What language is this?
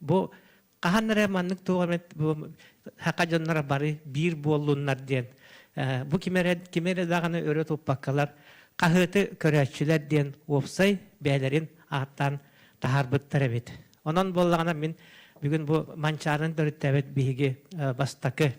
Yakut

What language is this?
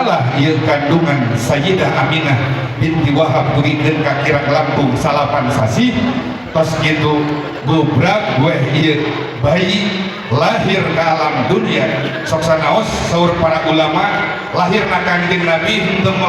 Sundanese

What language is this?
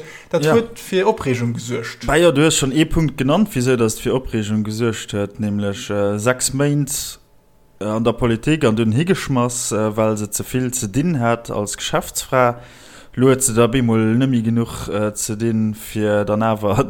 Luxembourgish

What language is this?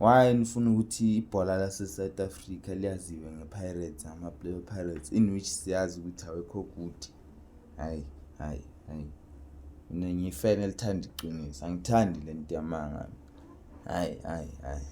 Zulu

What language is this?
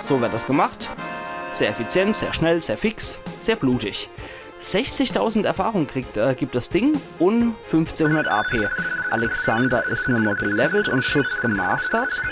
Palatine German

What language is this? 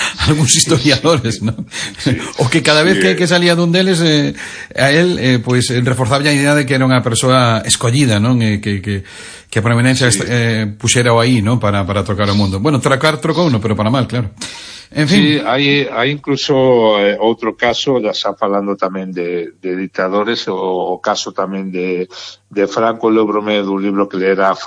Galician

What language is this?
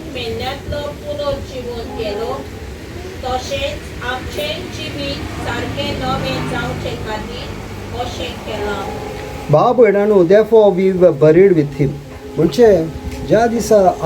Konkani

